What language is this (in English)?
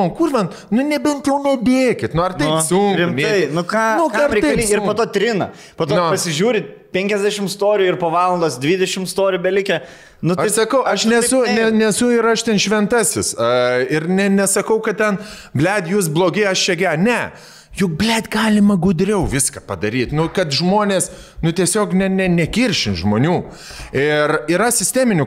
Lithuanian